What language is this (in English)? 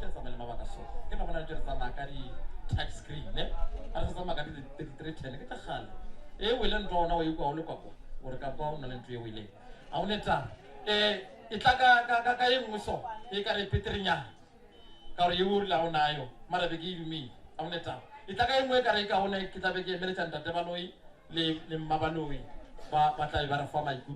Northern Sotho